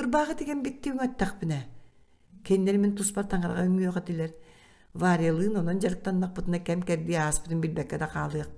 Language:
Yakut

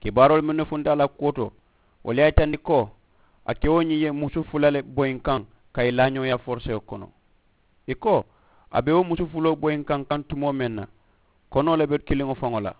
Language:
Mandingo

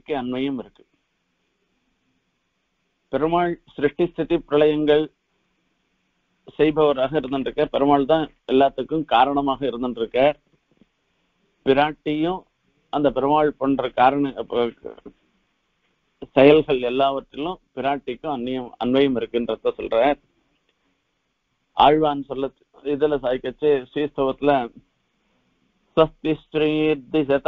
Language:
Tamil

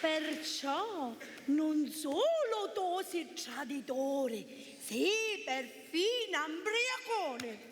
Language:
Sicilian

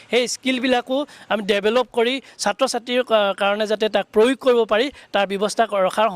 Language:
Assamese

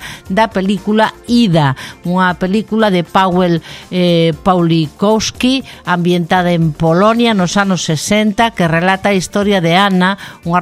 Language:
Galician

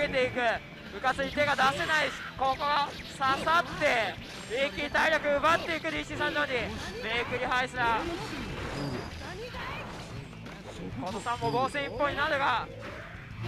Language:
Japanese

